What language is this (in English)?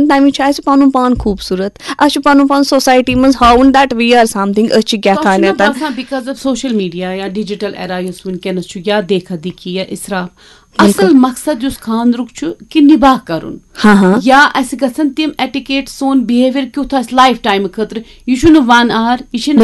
Kashmiri